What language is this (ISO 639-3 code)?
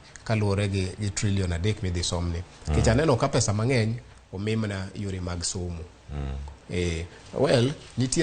luo